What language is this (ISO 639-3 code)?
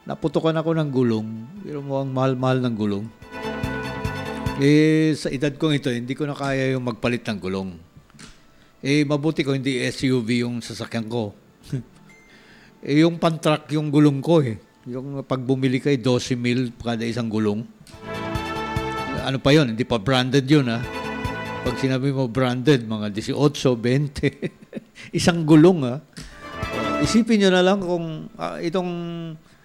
fil